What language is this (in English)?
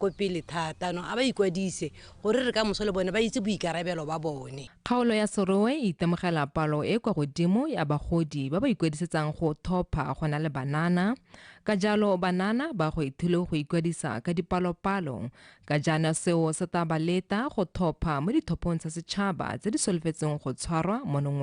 Tswana